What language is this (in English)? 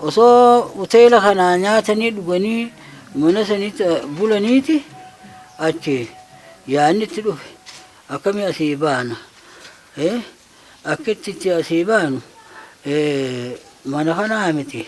Oromo